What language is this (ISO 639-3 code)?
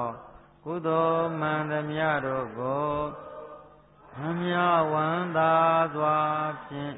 mya